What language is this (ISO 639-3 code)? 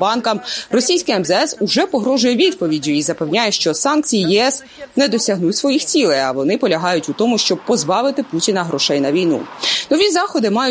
ukr